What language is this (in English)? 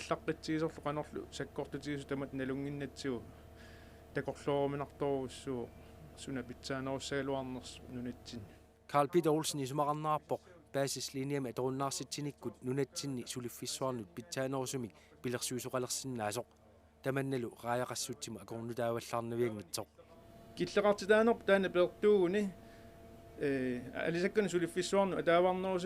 Kalaallisut